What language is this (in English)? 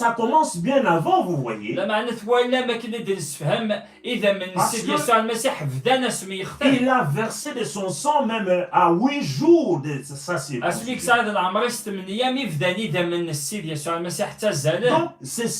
Kabyle